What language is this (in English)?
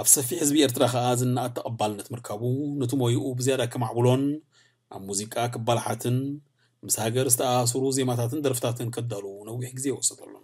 Tigrinya